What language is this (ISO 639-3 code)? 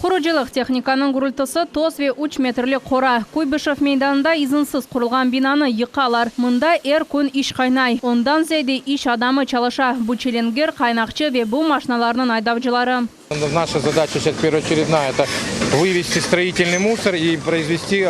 crh